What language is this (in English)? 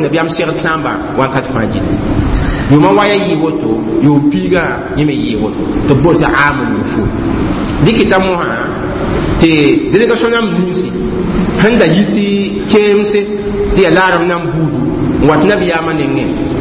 Mossi